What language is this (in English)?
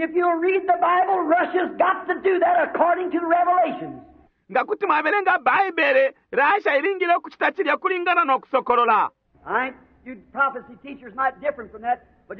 Bemba